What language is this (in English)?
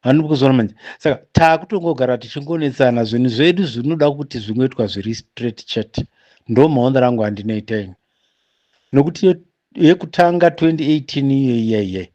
Shona